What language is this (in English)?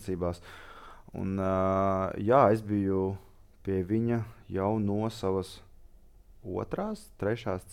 Latvian